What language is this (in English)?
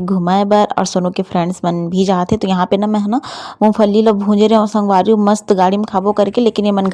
Chhattisgarhi